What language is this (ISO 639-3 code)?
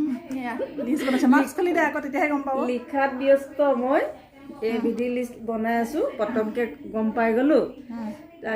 asm